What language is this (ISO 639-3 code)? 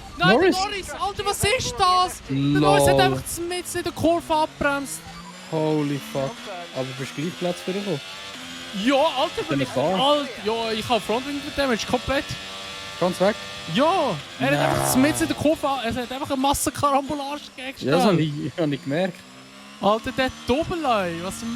gsw